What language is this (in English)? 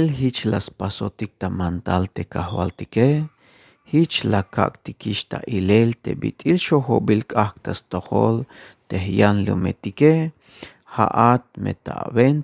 Tzeltal